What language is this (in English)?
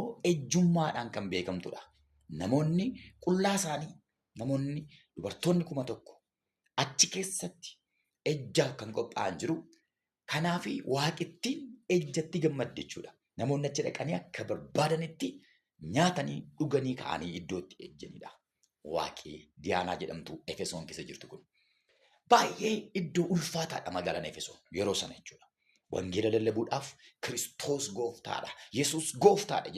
Oromo